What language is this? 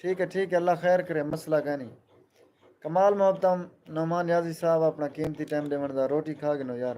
Saraiki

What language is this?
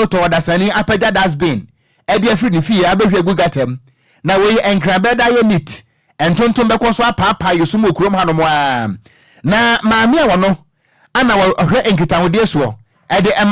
Akan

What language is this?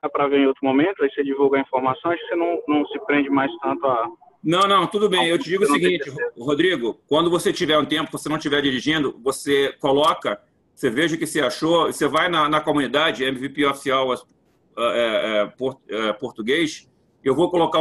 Portuguese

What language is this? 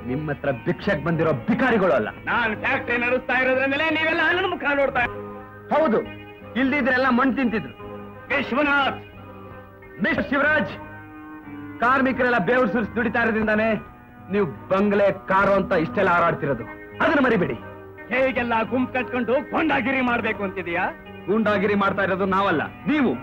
Kannada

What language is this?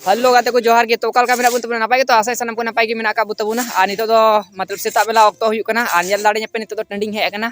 Santali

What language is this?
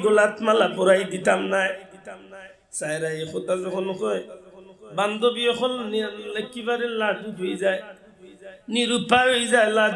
Sylheti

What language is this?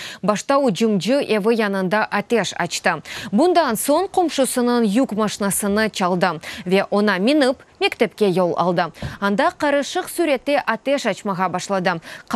Crimean Tatar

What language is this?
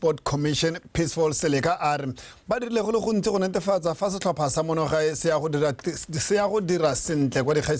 Tswana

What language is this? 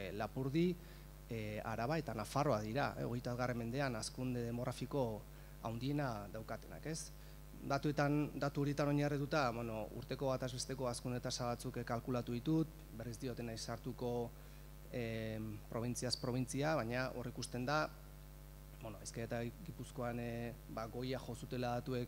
Basque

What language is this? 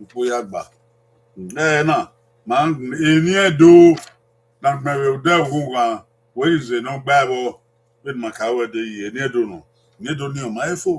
Bini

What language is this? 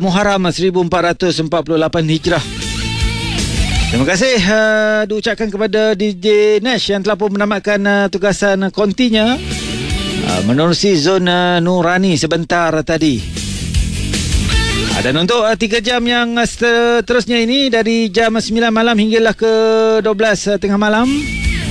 Malay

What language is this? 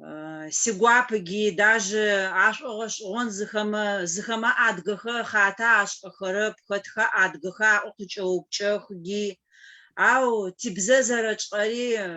Adyghe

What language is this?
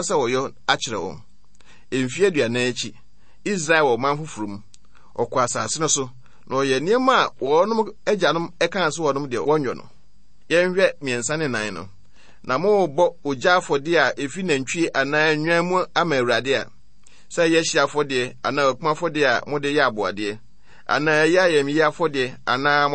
Akan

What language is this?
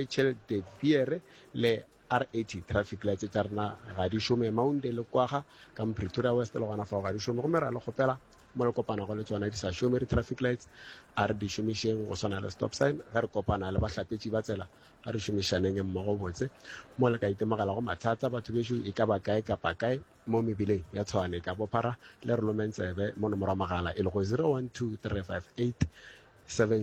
Northern Sotho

